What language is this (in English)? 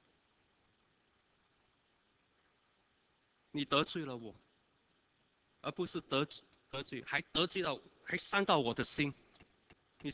Chinese